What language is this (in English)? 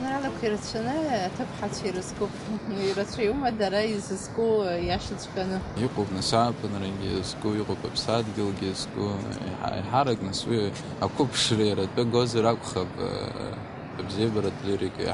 Abkhazian